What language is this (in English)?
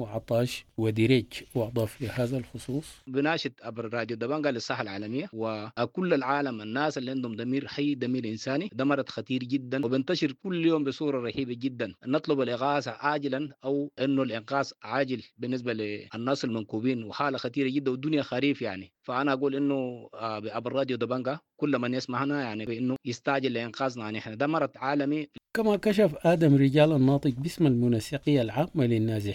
Sudanese Arabic